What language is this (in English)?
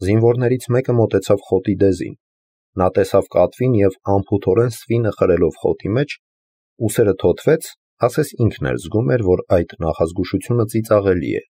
Armenian